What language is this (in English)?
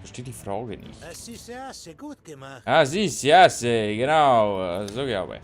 Bavarian